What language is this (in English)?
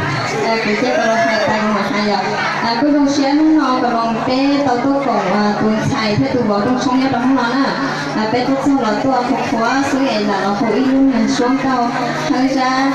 Hmong